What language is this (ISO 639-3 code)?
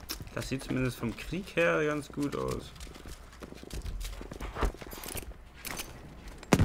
deu